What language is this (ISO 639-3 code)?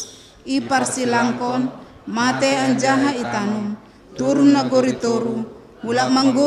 bts